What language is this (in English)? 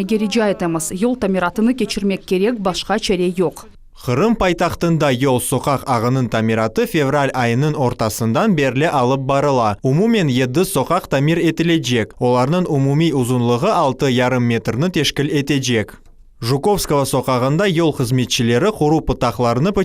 Crimean Tatar